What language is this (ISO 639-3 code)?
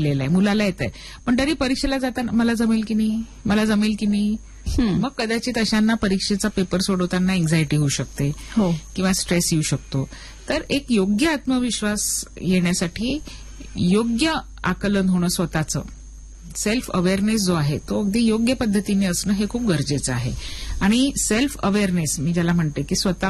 mar